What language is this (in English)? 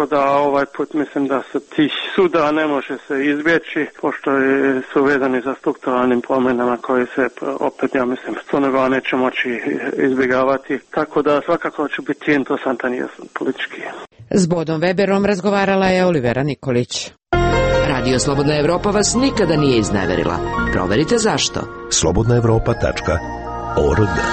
Serbian